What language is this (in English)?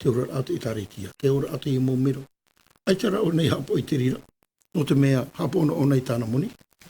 Tahitian